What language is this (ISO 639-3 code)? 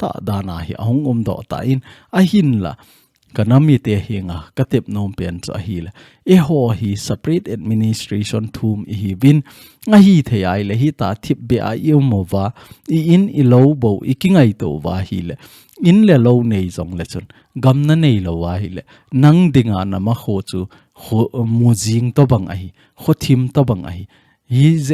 tcz